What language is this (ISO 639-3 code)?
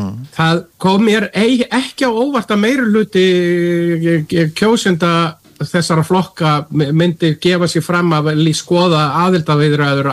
isl